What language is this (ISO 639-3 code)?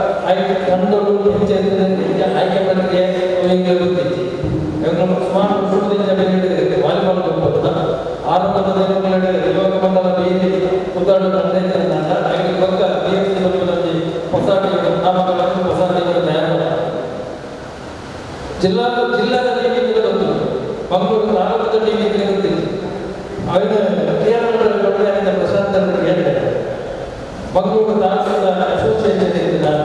kan